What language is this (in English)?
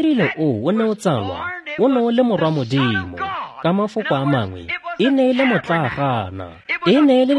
Tswana